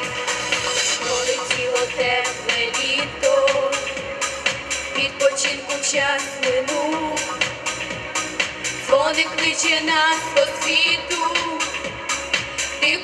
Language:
Ukrainian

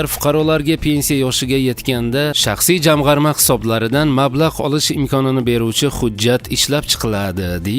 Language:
Uzbek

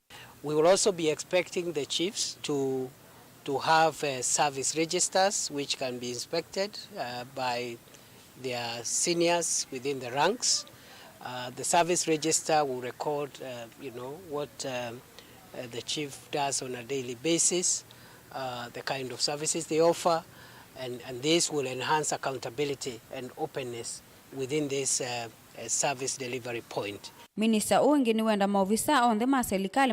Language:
Kamba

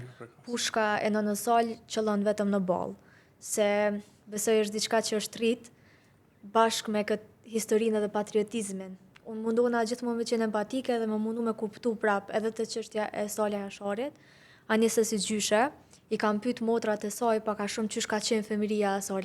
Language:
Albanian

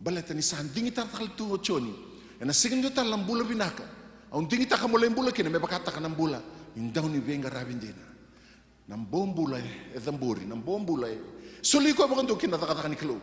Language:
Fijian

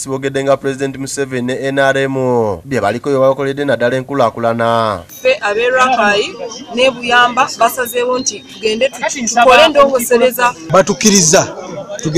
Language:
Ganda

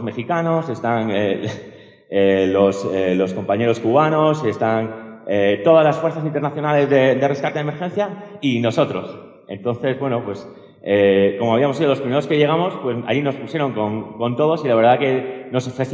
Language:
Spanish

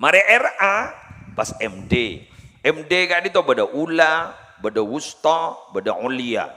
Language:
Madurese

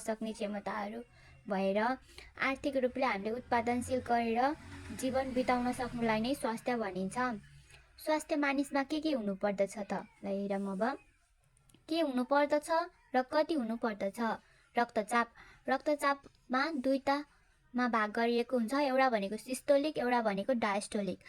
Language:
Nepali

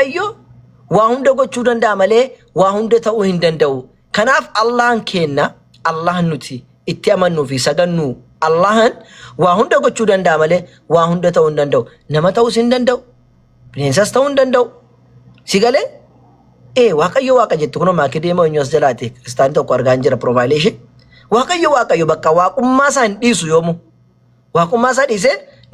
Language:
Oromo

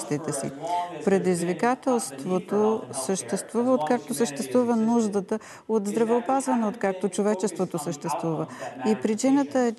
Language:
Bulgarian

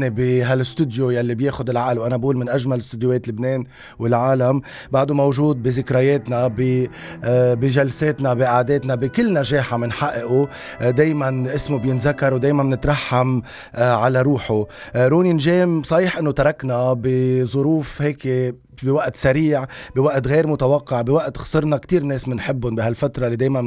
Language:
North Levantine Arabic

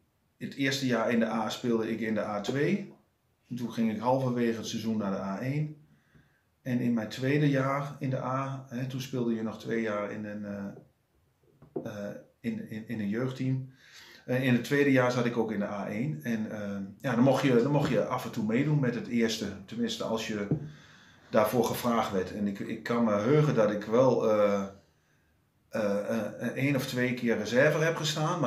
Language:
Dutch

